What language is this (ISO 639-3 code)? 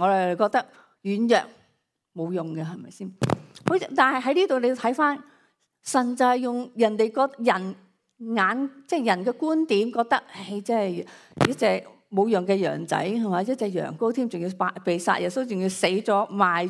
yue